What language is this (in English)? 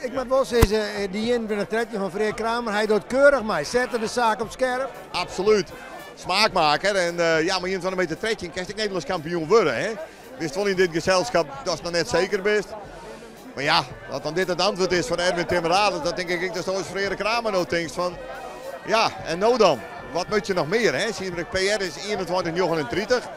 Western Frisian